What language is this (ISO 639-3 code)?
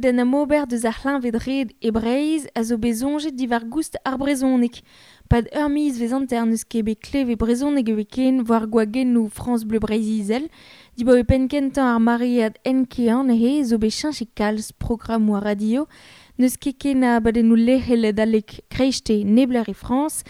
bre